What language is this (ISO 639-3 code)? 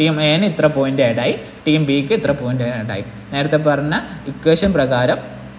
mal